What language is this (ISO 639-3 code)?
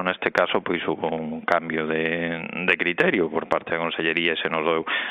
glg